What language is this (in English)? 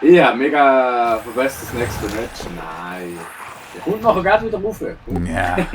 Swiss German